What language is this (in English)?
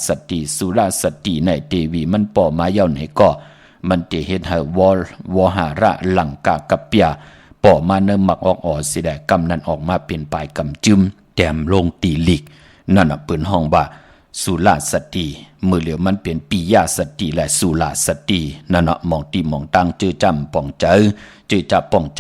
Shan